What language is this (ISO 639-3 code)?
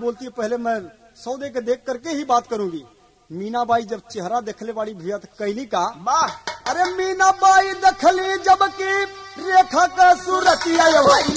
bho